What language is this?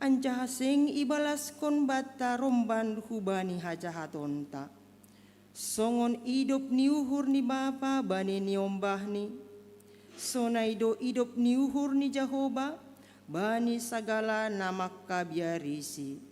Batak Simalungun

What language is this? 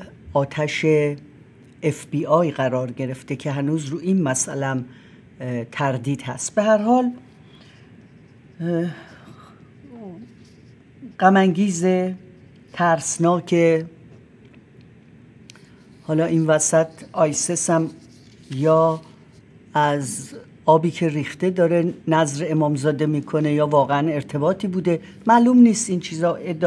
Persian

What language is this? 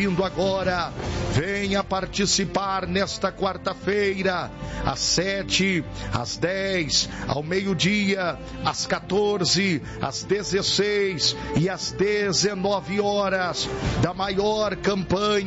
Portuguese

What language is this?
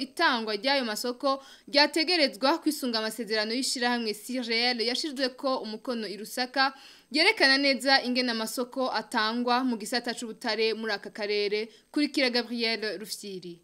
Rundi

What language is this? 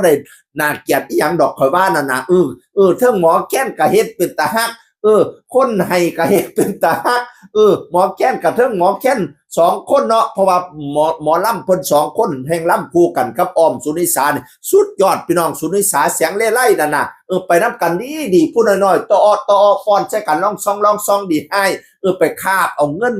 Northeastern Thai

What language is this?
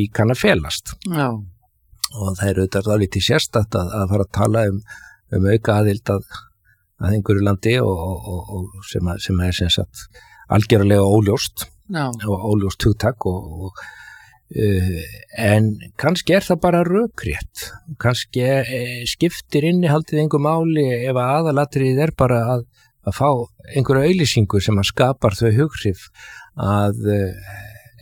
Icelandic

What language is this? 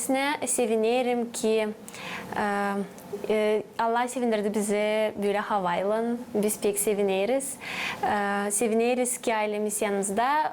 Gagauz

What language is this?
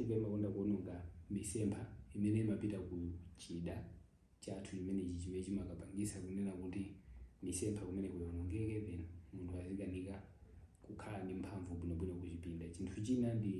Nyanja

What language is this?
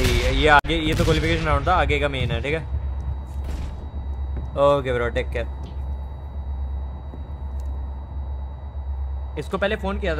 Hindi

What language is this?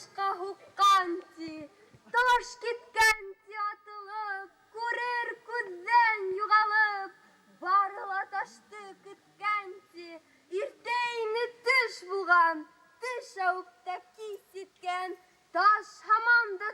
Bashkir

